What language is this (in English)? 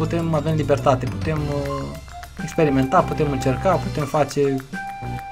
Romanian